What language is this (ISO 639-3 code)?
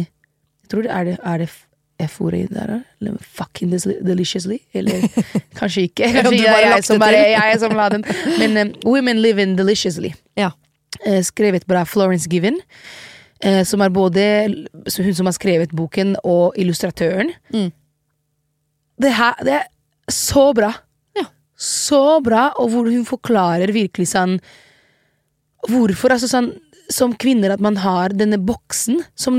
nor